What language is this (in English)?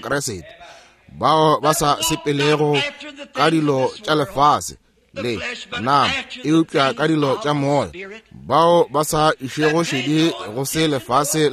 Northern Sotho